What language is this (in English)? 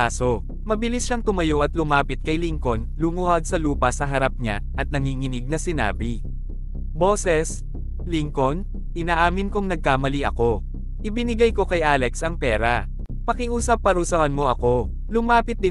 Filipino